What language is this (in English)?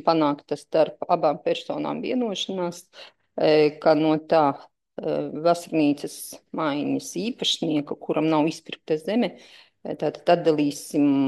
Latvian